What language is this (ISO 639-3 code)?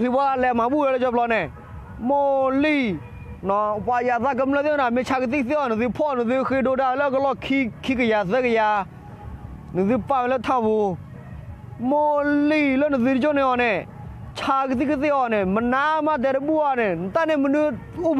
ksw